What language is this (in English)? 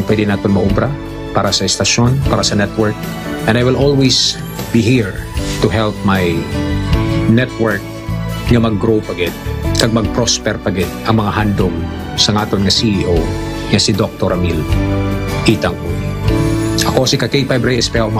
Hiligaynon